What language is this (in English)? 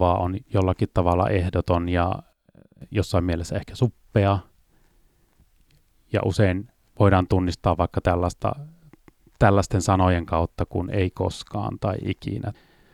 Finnish